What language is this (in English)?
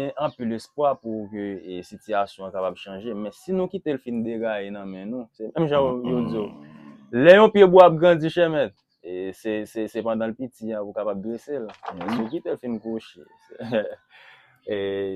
Haitian Creole